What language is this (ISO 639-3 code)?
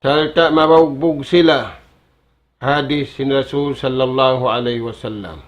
tsg